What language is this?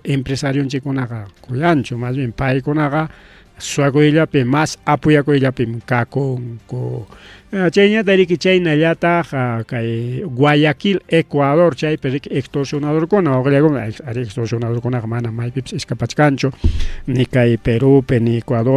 Ayacucho Quechua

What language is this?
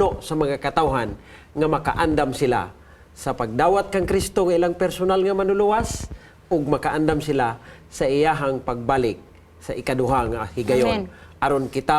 Cebuano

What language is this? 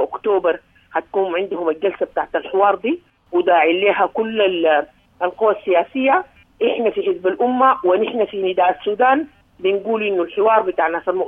Sudanese Arabic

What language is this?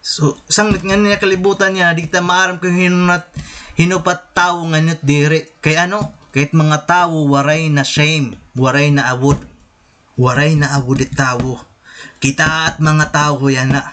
Waray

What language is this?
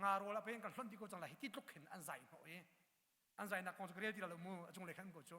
Hakha Chin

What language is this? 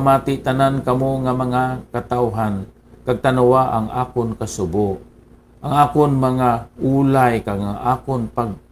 Hiligaynon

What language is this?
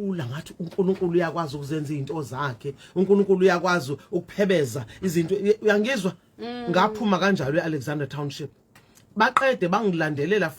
Zulu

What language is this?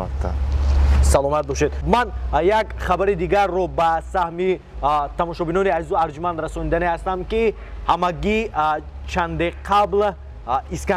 Tajik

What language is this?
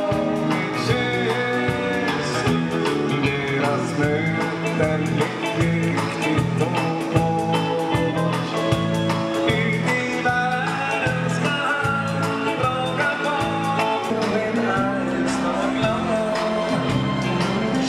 Swedish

